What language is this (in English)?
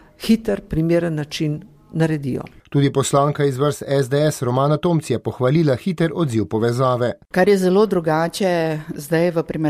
Slovenian